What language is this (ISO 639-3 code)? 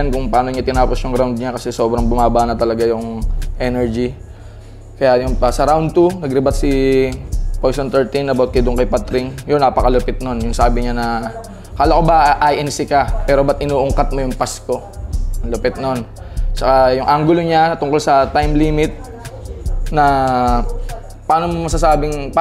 fil